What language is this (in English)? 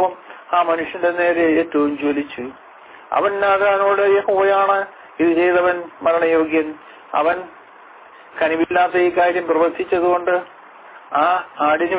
Malayalam